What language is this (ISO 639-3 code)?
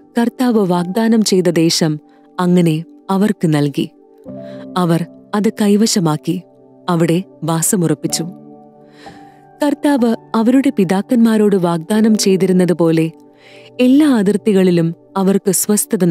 mal